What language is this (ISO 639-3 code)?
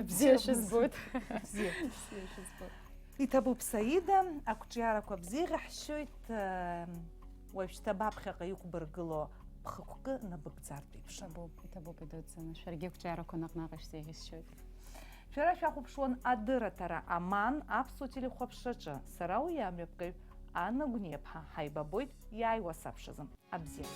abk